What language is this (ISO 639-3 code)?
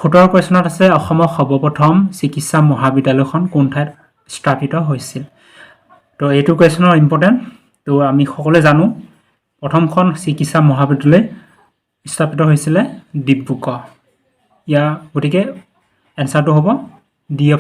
asm